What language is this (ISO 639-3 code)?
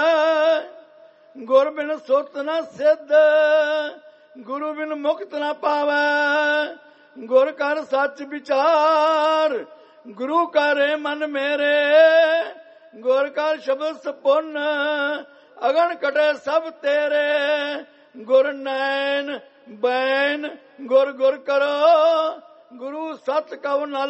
pan